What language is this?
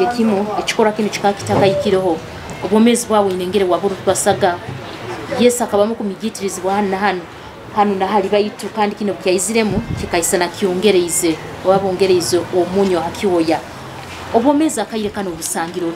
Nyoro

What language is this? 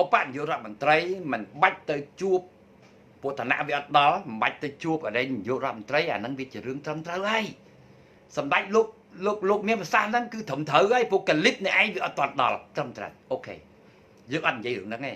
Khmer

